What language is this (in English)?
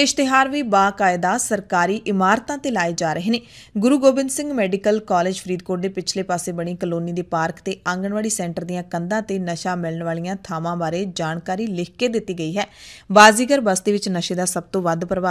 Punjabi